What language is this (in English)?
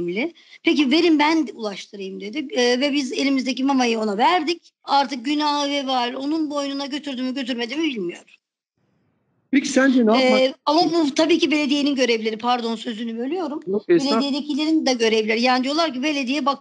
Turkish